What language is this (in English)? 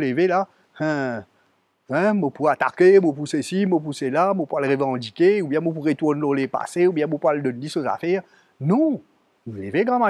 Morisyen